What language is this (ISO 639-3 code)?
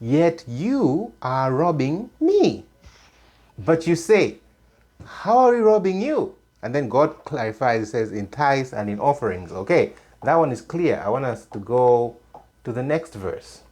eng